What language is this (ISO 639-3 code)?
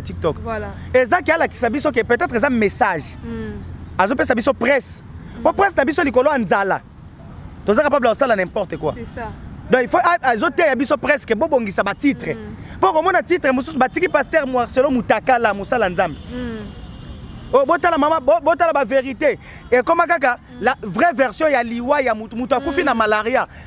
lin